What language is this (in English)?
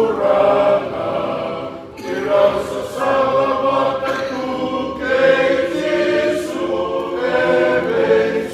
Fijian